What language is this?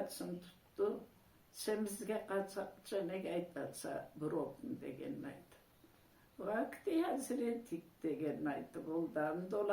Karachay-Balkar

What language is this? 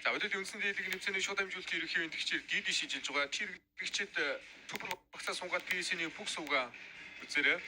Mongolian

